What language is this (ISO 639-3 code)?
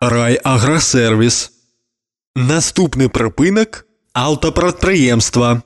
bel